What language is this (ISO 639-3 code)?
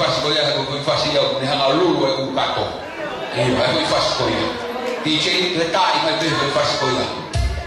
ton